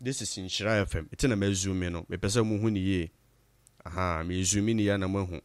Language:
Akan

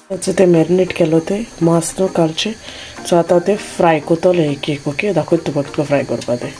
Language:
Konkani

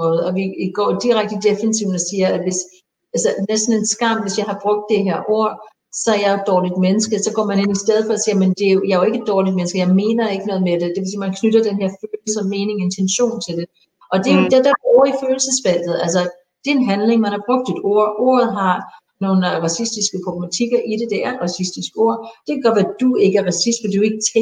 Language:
Danish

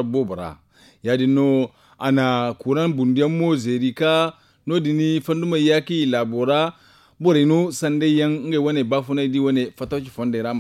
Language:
Zarma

